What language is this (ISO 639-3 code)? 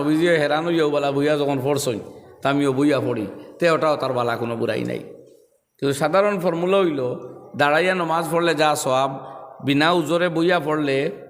syl